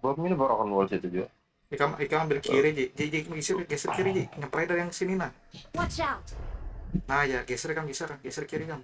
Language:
Banjar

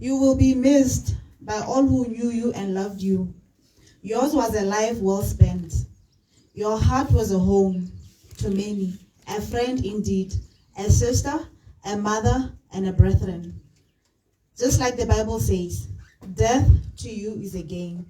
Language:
Tswana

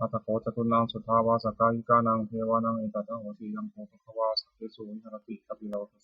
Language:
Pali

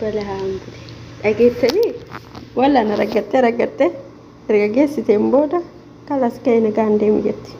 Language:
Oromo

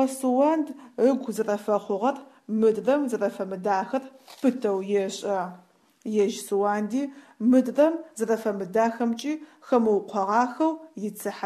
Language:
Adyghe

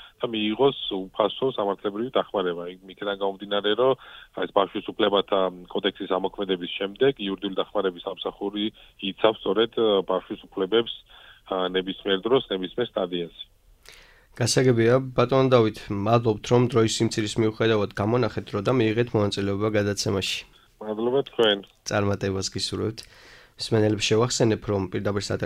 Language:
Georgian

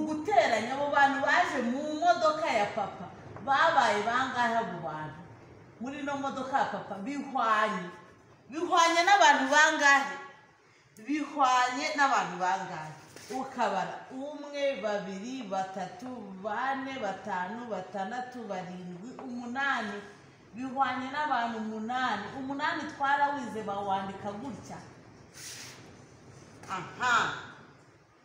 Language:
Kinyarwanda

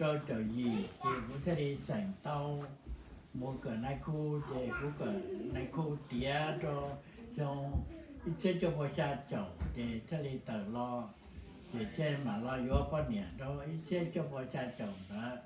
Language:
Hmong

